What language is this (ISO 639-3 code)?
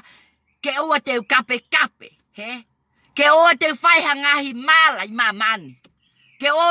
ton